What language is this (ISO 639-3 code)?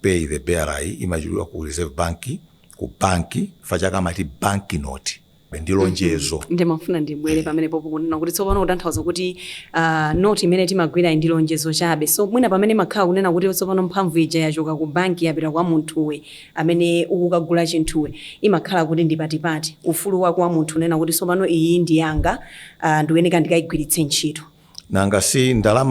nya